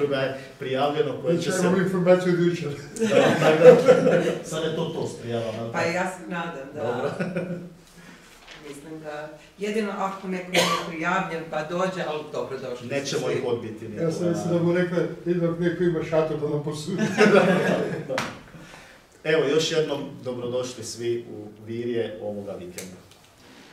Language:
Croatian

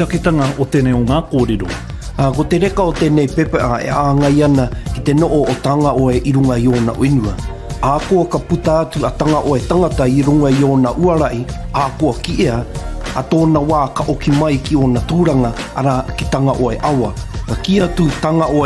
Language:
Māori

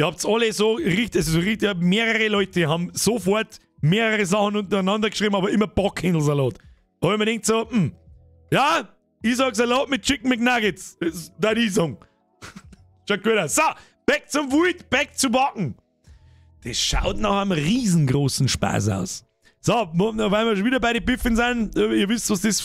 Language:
Bavarian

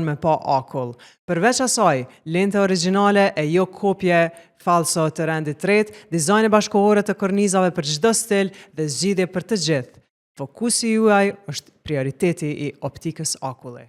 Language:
Albanian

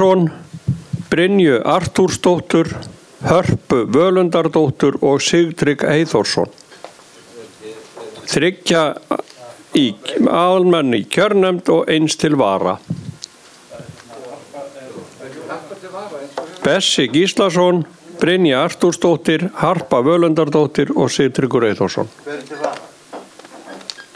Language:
Icelandic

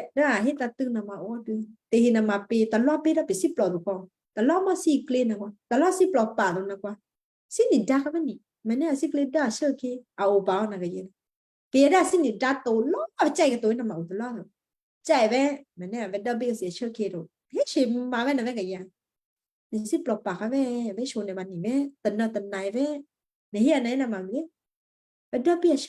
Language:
Western Kayah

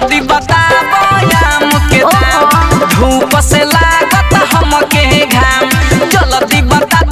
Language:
Bhojpuri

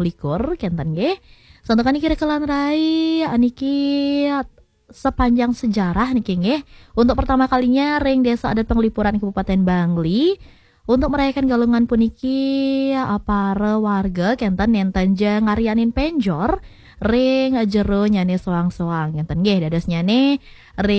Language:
Balinese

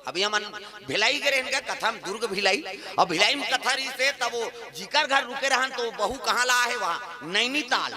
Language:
Chhattisgarhi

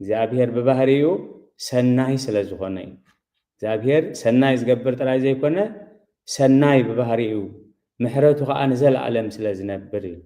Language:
Tigrinya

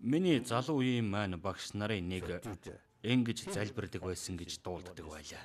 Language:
Mongolian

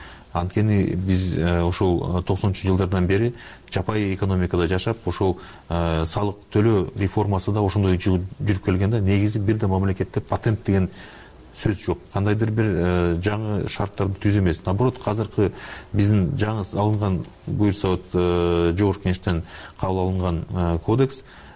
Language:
Kyrgyz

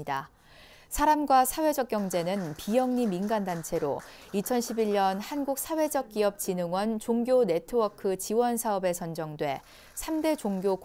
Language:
Korean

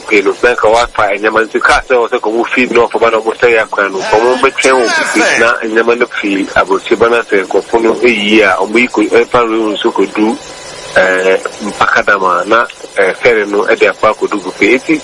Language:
Akan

